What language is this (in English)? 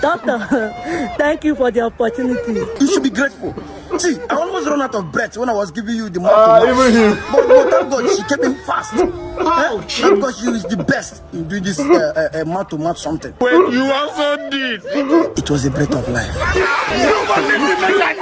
Nigerian Pidgin